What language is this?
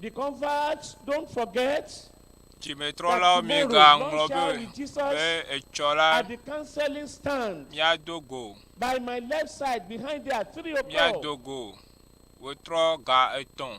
Ewe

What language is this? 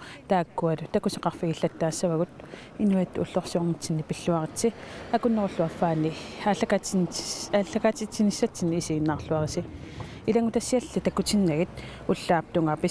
Kalaallisut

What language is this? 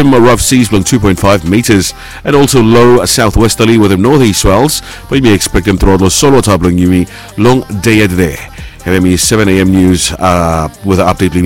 Bislama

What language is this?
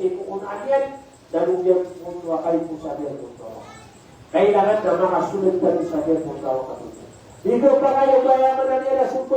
Maranao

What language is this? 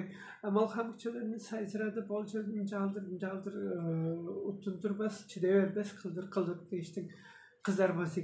Tuvinian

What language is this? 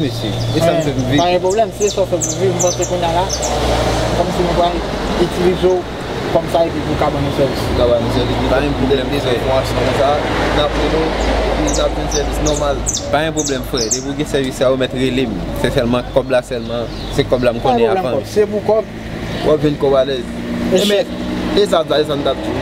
Haitian Creole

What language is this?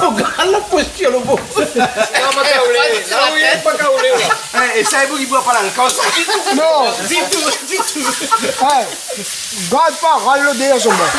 Réunion Creole French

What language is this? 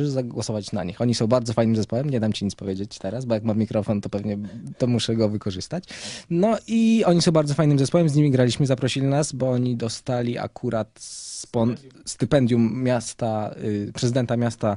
Polish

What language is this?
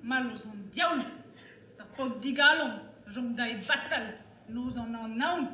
Breton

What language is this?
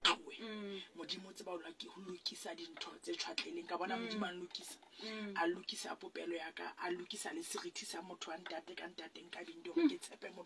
Southern Sotho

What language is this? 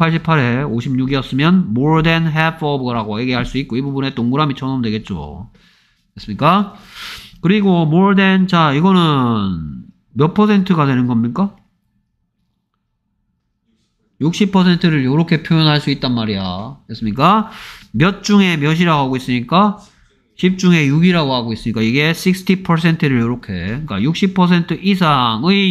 Korean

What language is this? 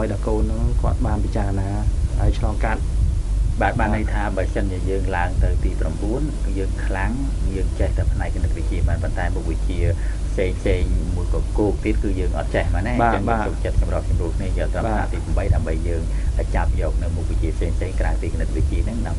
Khmer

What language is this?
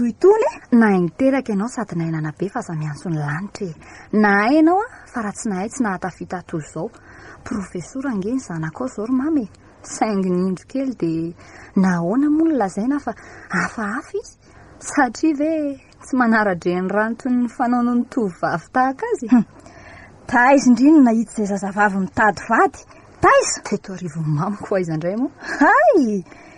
Malagasy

